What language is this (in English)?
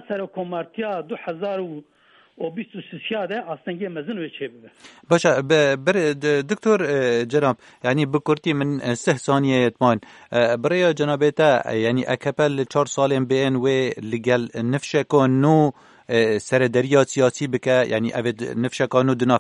Kurdish